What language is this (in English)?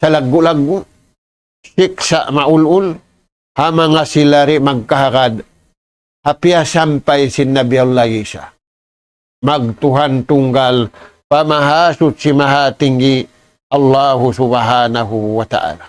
Tausug